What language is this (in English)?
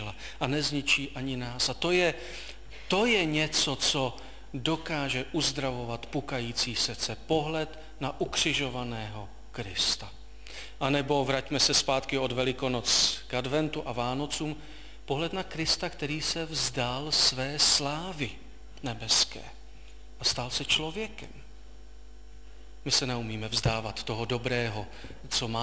Czech